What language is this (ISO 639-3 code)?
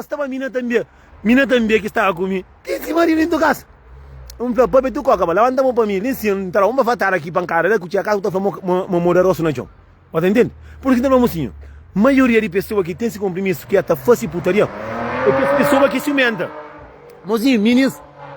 kea